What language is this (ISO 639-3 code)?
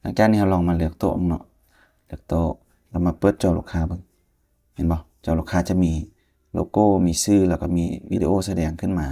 lao